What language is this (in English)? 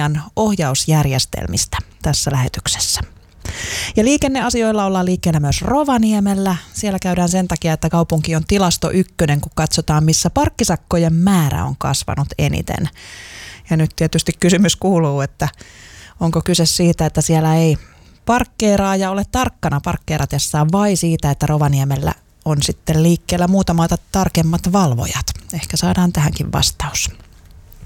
Finnish